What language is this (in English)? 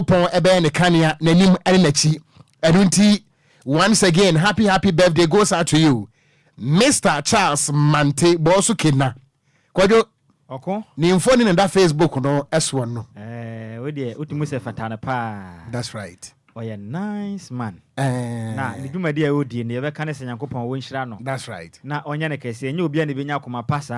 Akan